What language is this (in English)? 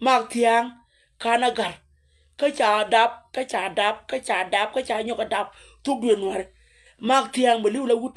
Nuer